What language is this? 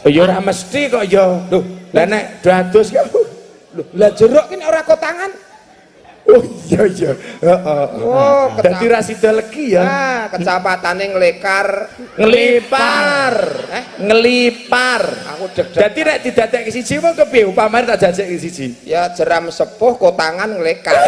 Javanese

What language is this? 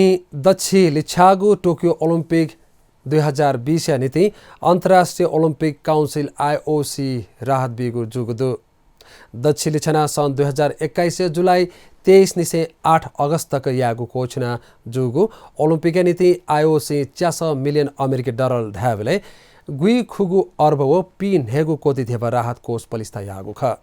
Newari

